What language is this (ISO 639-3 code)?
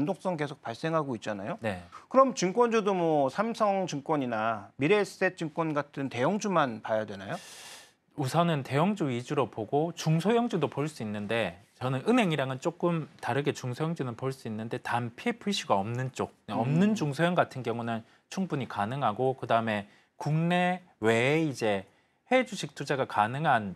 kor